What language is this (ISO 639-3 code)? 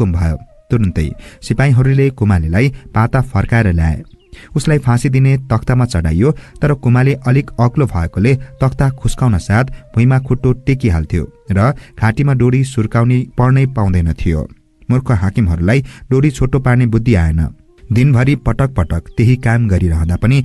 nep